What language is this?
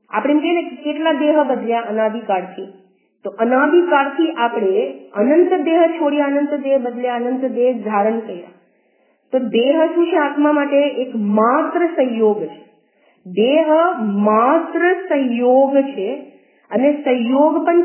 Gujarati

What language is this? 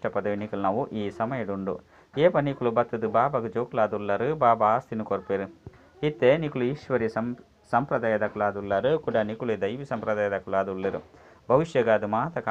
Tulu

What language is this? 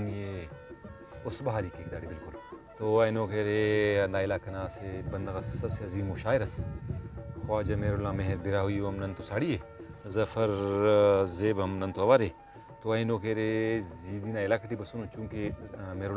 Brahui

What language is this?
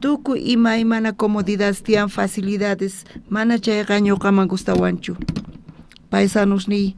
South Bolivian Quechua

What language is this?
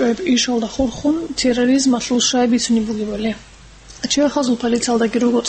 Avaric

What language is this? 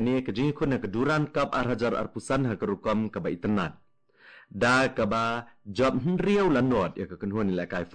Khasi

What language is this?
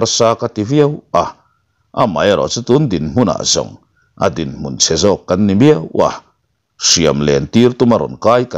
Mizo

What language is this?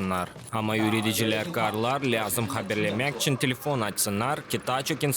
Gagauz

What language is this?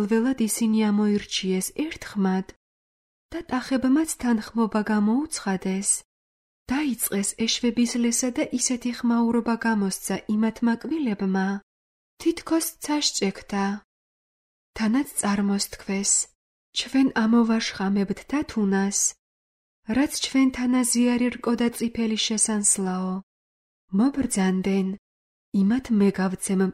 Georgian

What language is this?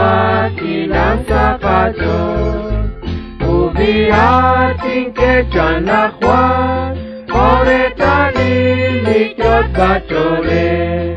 Kekchí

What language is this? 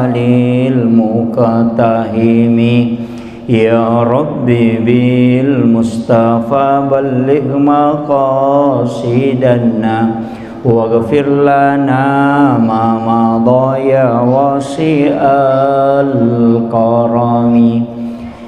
Buginese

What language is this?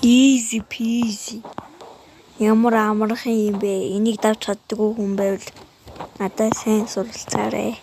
Mongolian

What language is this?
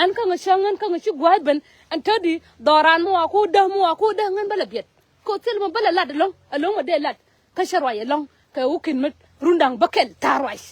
Nuer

